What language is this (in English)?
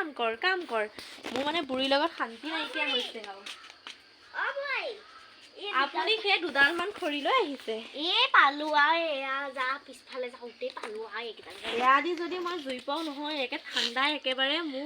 Assamese